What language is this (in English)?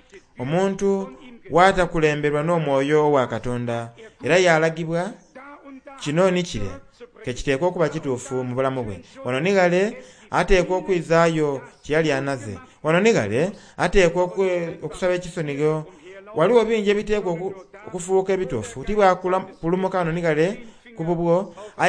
Soga